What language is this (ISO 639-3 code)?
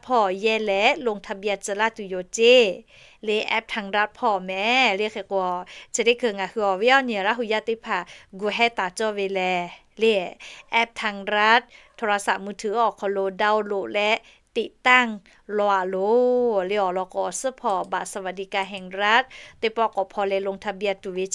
lhu